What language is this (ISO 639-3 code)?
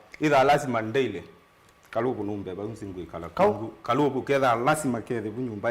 kam